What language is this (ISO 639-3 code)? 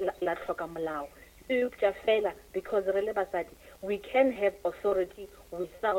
nso